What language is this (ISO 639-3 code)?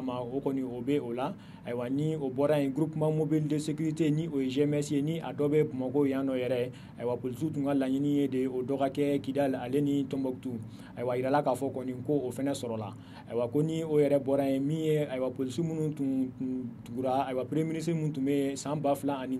bam